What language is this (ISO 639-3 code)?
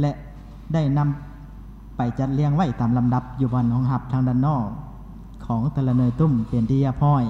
lao